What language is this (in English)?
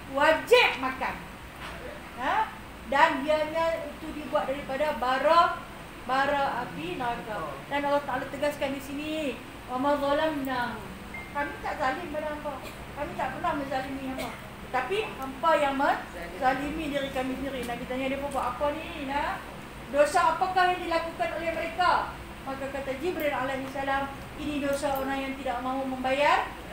Malay